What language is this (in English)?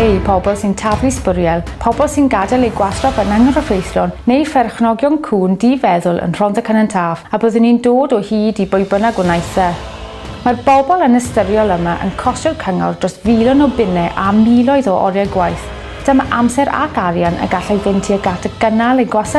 Welsh